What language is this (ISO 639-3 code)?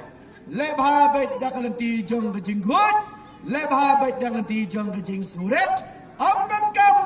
kha